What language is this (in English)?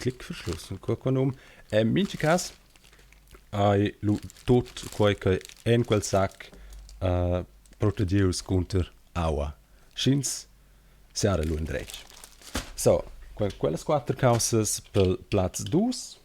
Romansh